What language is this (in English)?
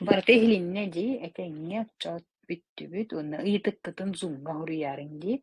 Yakut